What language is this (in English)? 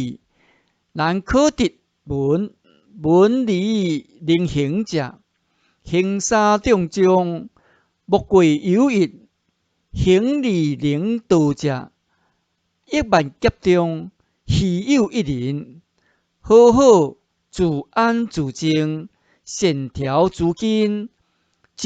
Min Nan Chinese